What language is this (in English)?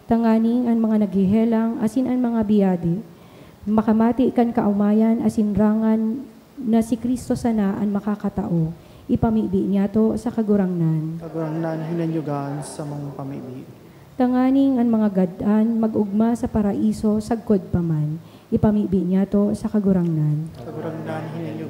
Bikol